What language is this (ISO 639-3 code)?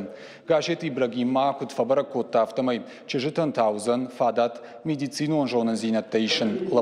oss